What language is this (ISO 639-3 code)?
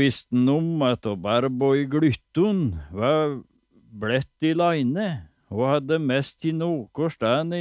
nor